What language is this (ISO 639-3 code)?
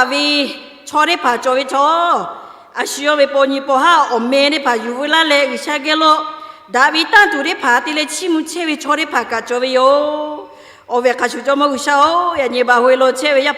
lhu